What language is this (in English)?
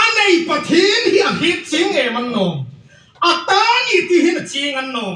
Hmar